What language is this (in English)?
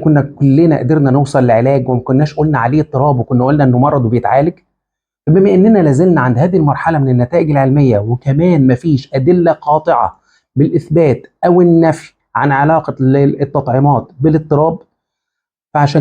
Egyptian Arabic